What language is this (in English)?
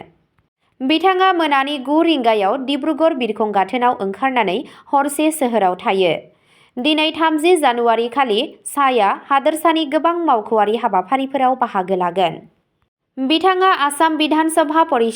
Bodo